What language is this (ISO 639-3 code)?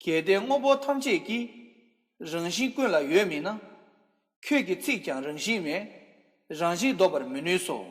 bod